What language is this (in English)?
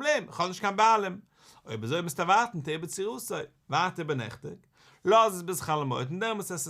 Yiddish